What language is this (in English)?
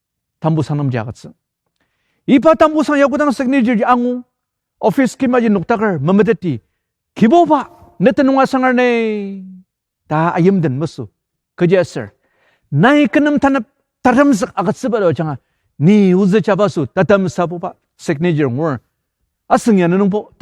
Ao Naga